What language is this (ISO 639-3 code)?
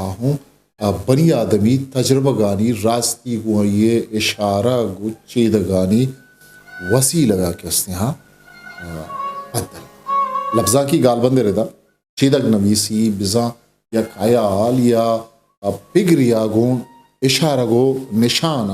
bgp